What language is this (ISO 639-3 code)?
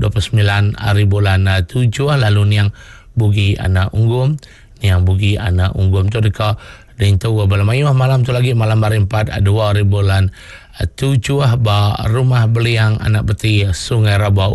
iba